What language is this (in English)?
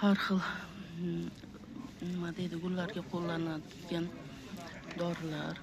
Uzbek